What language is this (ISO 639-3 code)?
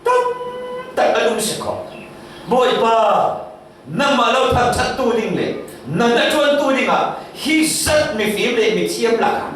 cfm